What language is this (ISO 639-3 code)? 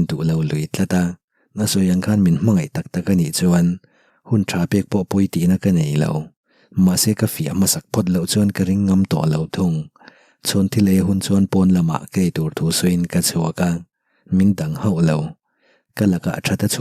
lus